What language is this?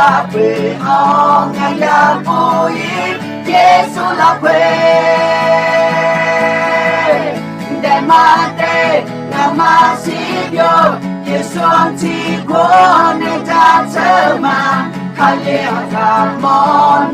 Akha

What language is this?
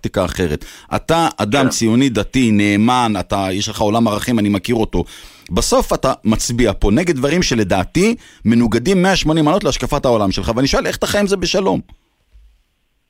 Hebrew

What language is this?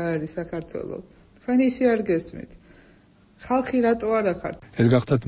Georgian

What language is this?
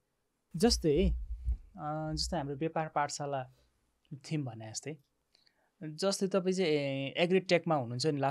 Nepali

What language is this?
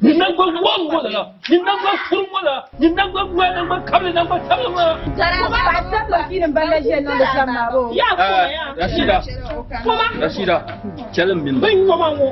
Dagbani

